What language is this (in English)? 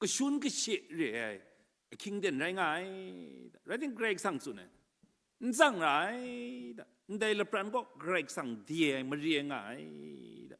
Kachin